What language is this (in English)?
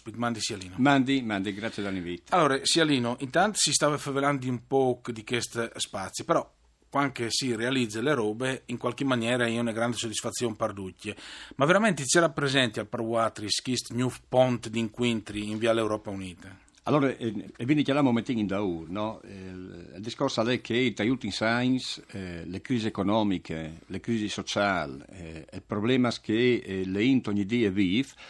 Friulian